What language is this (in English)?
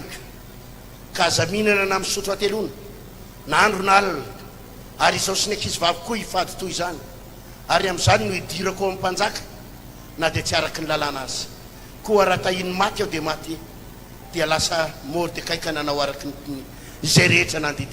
Malagasy